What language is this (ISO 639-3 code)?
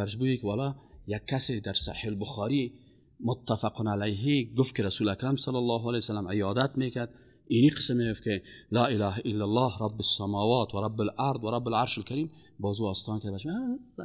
fas